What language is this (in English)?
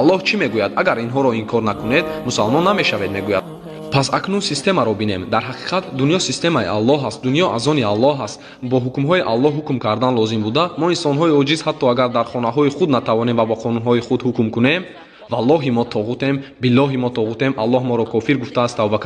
Tajik